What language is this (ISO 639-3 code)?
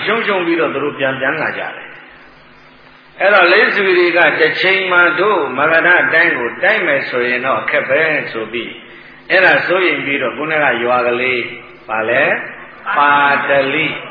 mya